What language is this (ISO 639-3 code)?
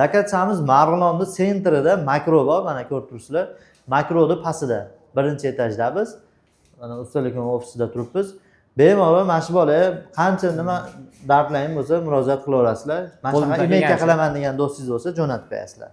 uzb